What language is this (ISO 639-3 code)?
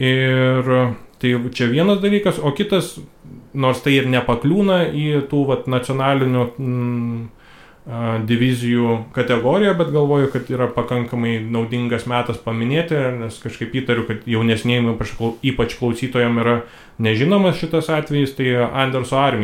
lit